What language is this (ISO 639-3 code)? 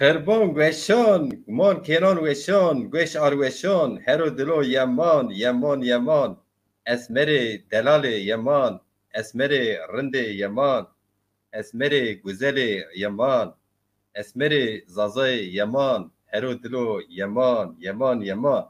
zza